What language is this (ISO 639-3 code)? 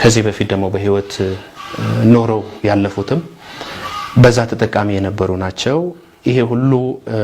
amh